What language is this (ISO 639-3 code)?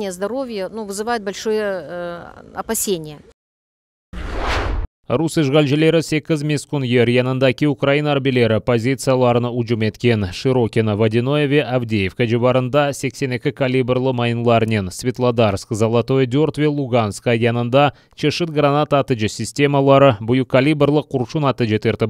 crh